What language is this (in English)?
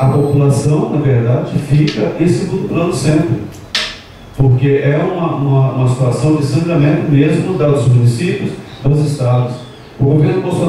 Portuguese